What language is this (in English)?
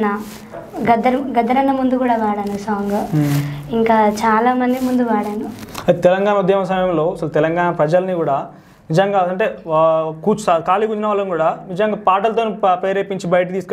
Telugu